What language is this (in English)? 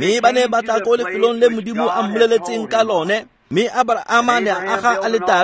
Tswana